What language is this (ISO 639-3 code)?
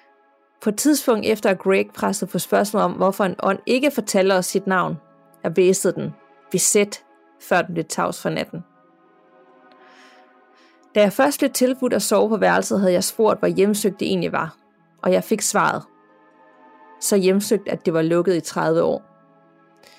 dan